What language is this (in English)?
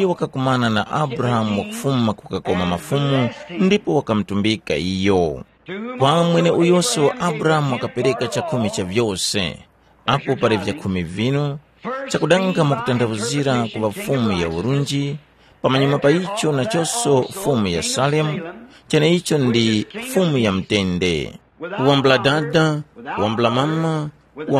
Tumbuka